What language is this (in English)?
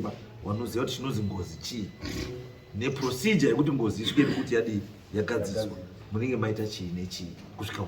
Shona